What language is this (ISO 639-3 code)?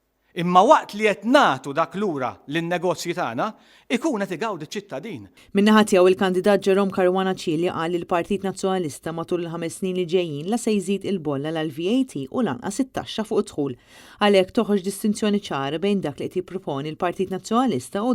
mlt